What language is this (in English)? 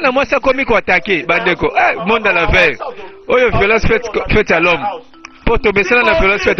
Lingala